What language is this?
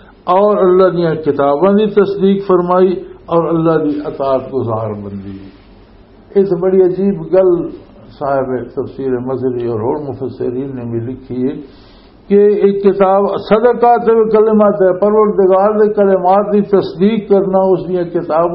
Western Panjabi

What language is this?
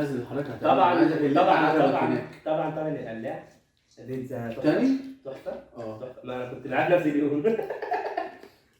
Egyptian Arabic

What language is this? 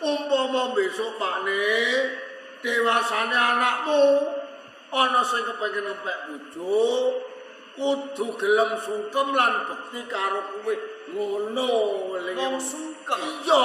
Javanese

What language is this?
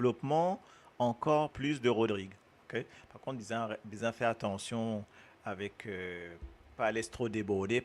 Morisyen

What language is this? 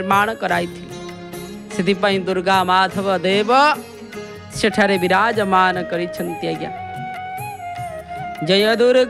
Odia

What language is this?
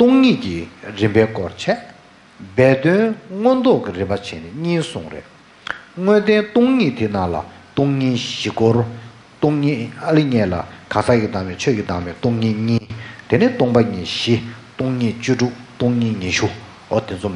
Tibetan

